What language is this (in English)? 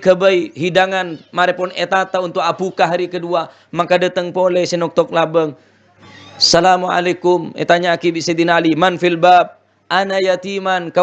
Madurese